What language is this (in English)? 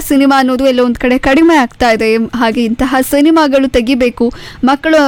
Kannada